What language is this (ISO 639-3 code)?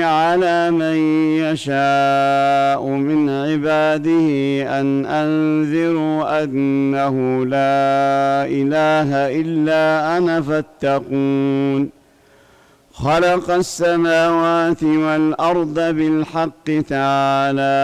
ara